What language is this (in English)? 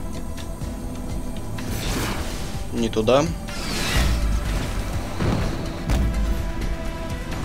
Russian